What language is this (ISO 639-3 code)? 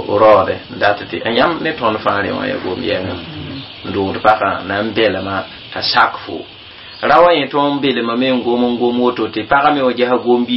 mos